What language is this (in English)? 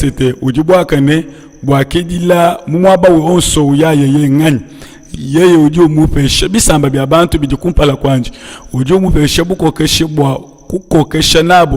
Luba-Lulua